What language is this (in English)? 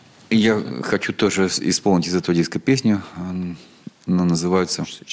Russian